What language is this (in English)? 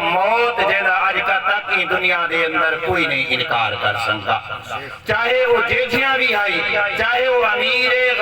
Saraiki